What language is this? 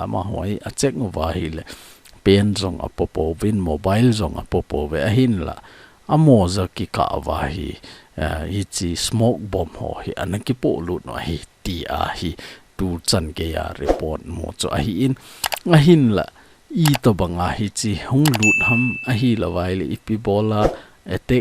Thado Chin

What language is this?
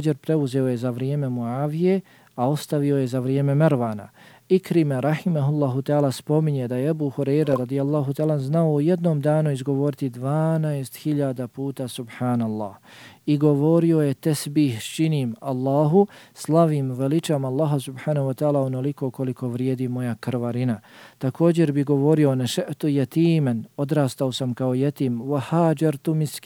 Bosnian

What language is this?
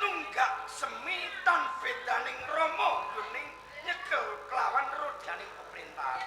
Javanese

